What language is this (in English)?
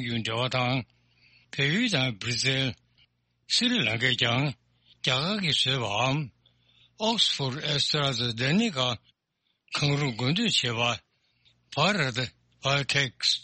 Tibetan